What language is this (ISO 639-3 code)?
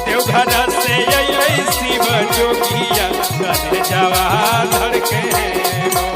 mag